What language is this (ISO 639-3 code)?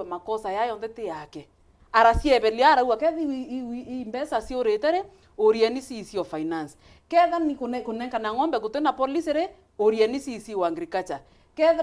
mer